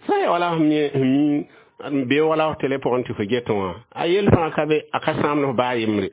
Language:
Mossi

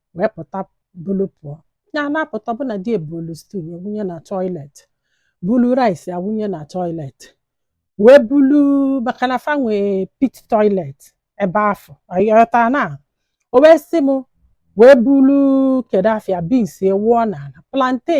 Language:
Igbo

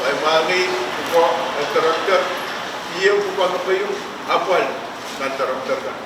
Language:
Pohnpeian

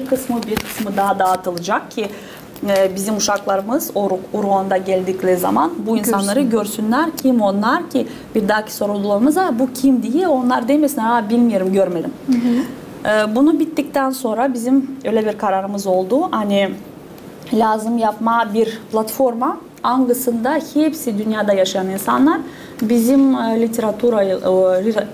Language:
Gagauz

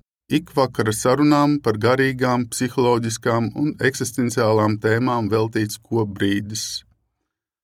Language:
Latvian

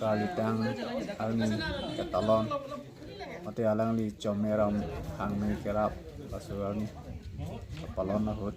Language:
Karbi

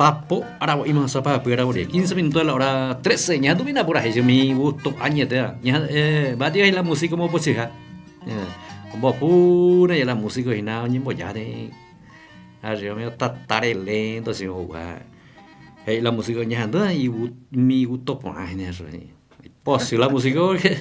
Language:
Guarani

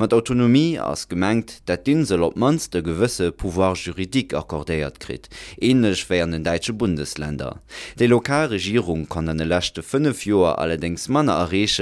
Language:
Luxembourgish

